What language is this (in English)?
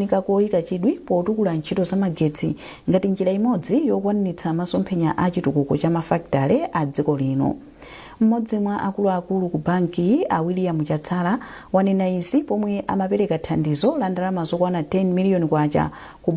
Nyanja